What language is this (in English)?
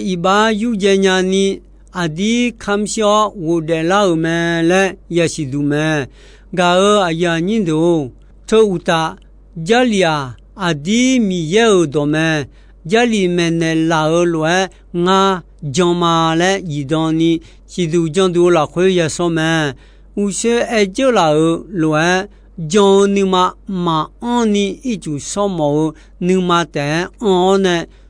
Akha